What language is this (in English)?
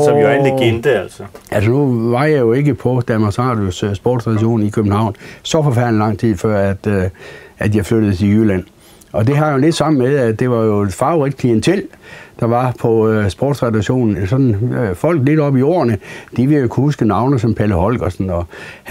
Danish